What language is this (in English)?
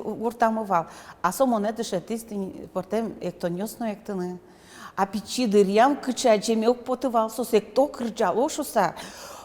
Udmurt